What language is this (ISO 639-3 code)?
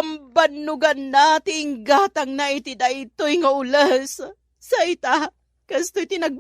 ilo